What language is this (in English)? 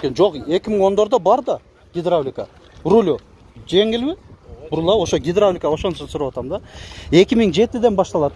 Kyrgyz